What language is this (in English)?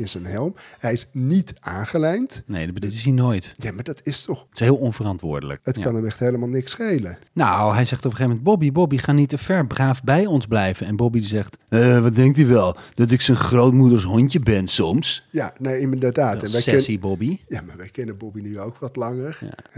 Dutch